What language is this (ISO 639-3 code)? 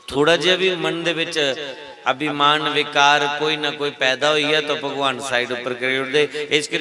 doi